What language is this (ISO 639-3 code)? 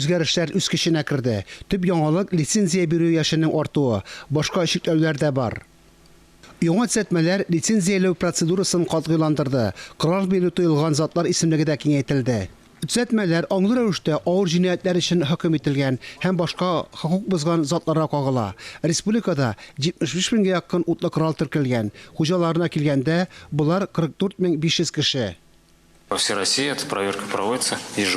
tat